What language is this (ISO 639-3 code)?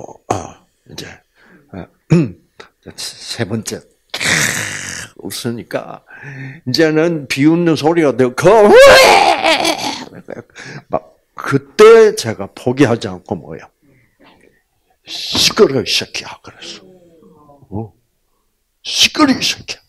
kor